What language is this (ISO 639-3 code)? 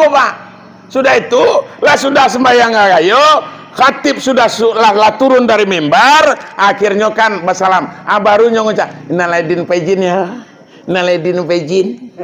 min